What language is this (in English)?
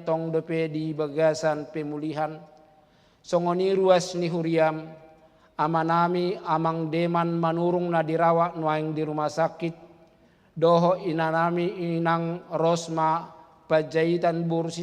Batak Toba